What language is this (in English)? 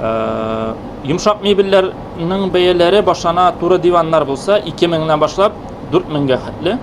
Tatar